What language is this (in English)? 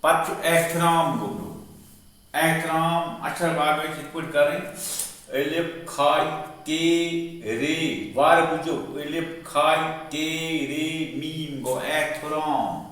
Kashmiri